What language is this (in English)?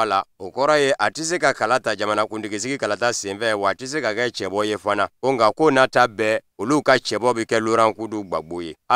Bambara